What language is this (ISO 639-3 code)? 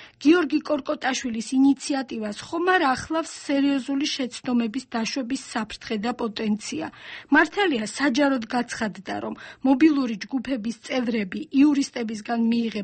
kat